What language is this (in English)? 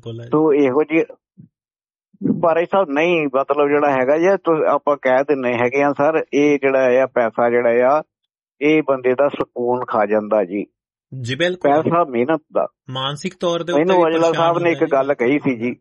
Punjabi